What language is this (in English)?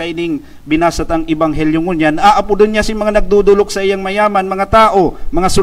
Bikol